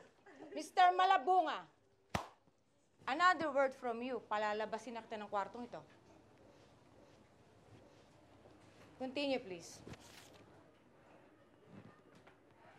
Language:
Filipino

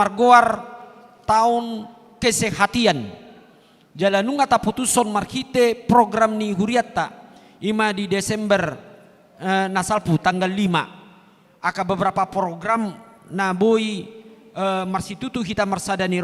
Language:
Batak Toba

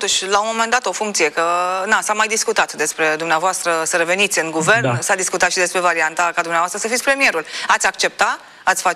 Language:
Romanian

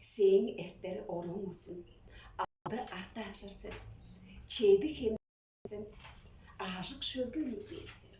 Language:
Tuvinian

